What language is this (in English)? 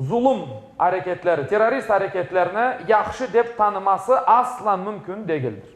Crimean Tatar